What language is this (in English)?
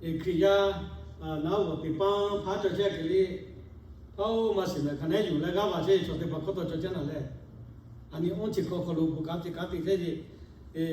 Lahu